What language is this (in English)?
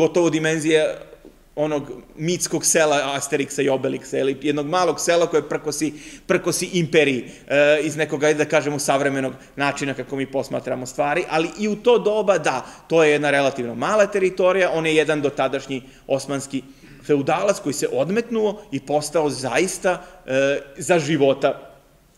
Serbian